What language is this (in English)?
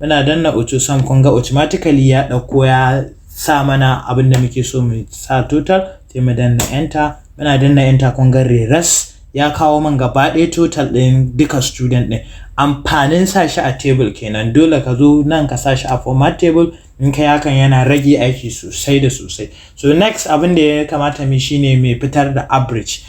Hausa